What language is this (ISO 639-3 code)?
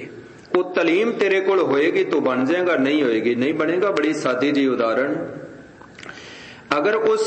pan